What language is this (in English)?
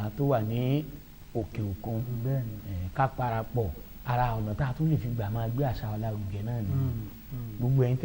Yoruba